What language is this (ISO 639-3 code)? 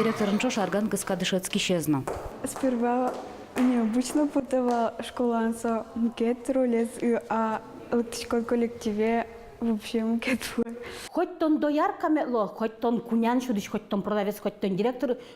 udm